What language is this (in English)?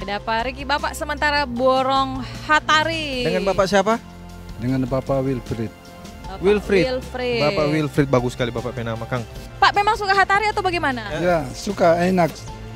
Manado Malay